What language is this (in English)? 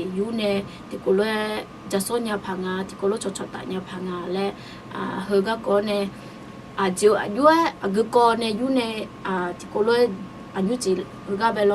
Akha